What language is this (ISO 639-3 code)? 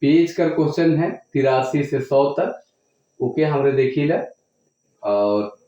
sck